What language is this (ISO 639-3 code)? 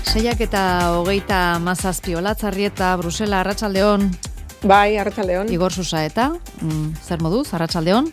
eus